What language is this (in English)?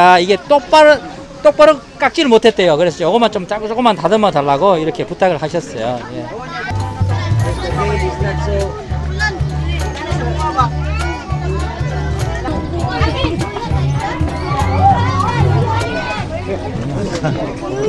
Korean